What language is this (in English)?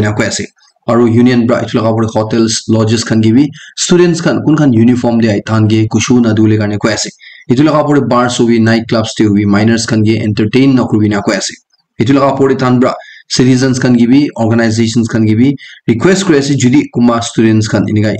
Naga Pidgin